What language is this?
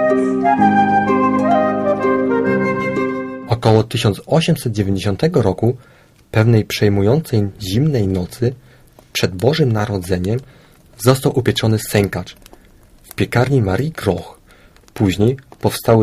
Polish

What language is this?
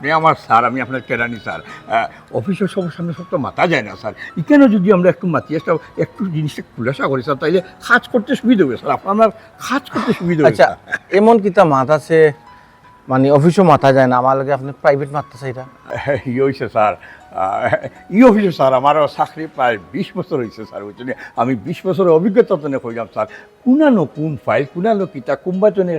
Sylheti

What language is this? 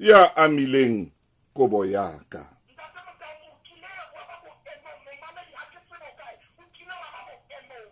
Southern Sotho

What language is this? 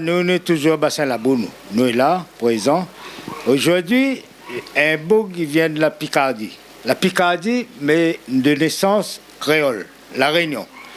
Réunion Creole French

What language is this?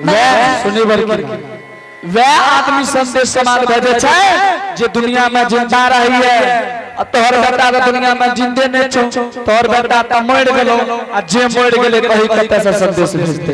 Angika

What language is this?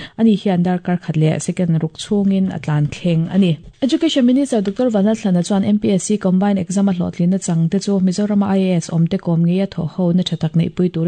Mizo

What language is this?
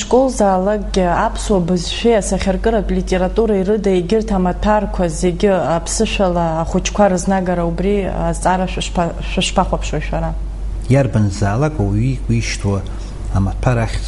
Abkhazian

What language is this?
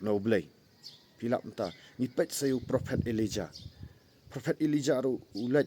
Khasi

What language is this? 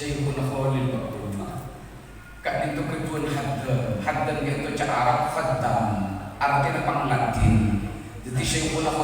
Madurese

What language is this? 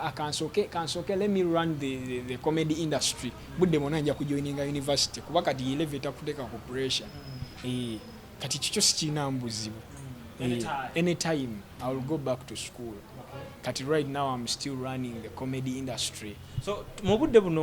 Ganda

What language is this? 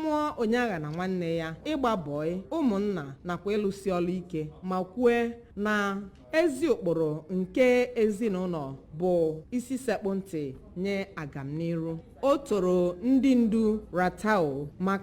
Igbo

